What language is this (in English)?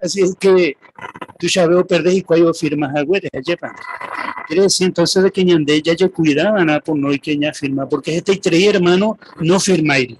Guarani